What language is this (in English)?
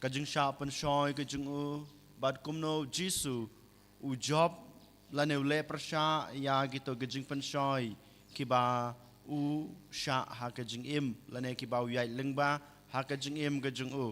Khasi